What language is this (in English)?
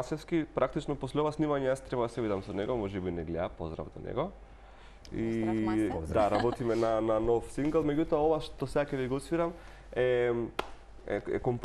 Macedonian